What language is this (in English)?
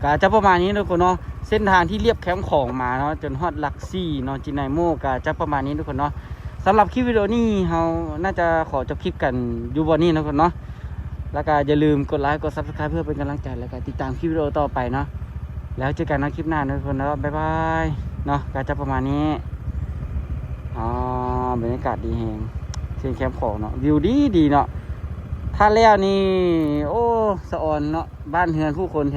Lao